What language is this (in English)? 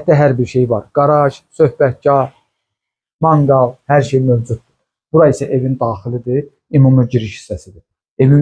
Azerbaijani